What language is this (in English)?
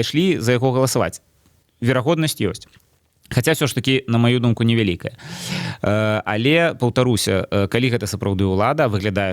Belarusian